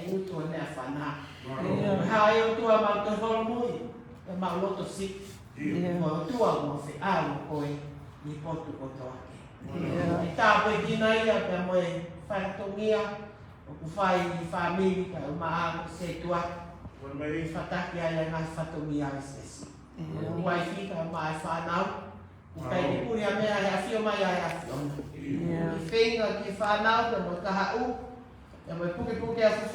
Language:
Tongan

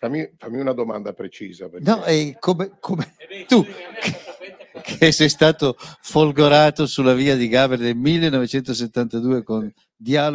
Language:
Italian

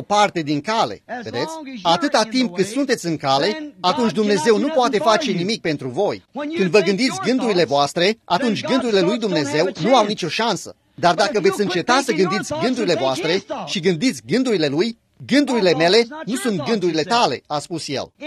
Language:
Romanian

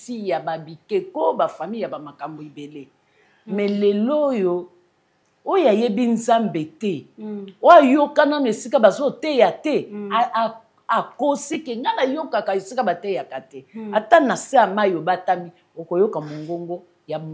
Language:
Lingala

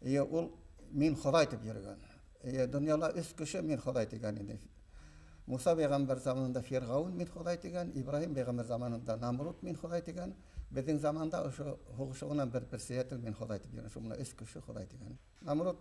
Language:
Bashkir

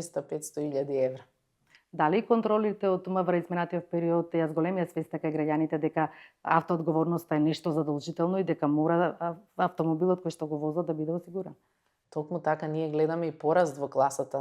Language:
Macedonian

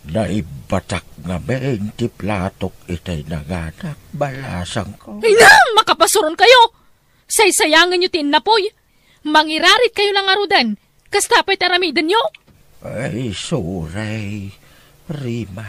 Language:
Iloko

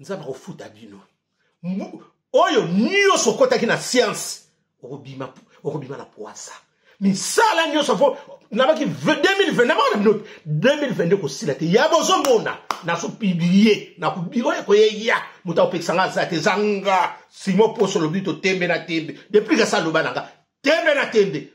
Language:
Lingala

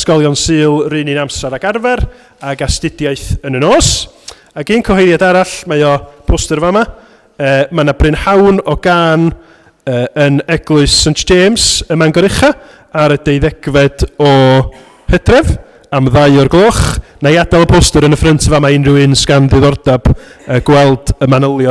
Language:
Welsh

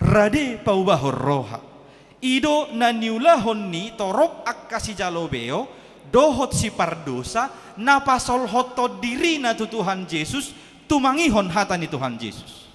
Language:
Batak Toba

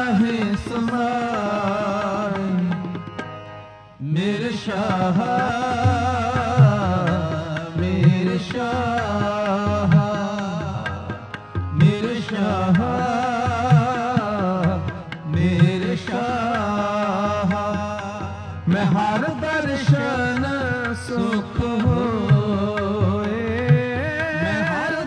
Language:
Punjabi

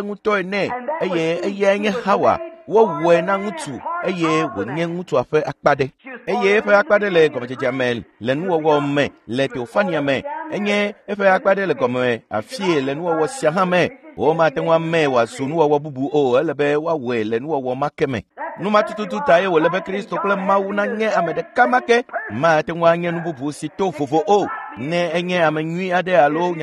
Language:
Ewe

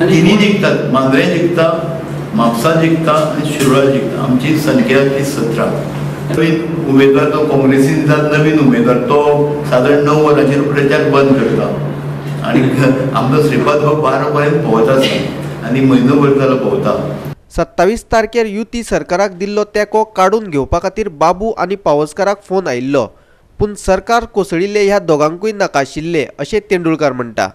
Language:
Konkani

